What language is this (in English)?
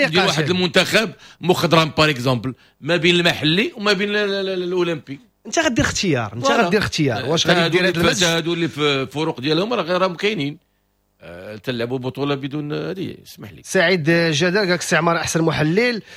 Moroccan Arabic